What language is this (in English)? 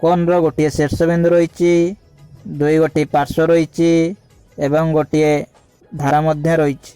Odia